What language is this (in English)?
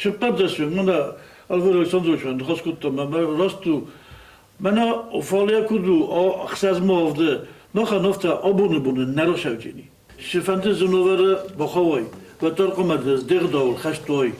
Ossetic